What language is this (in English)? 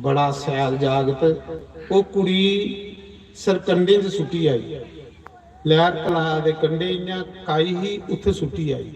Dogri